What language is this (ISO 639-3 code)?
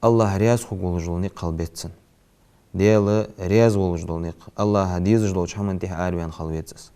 inh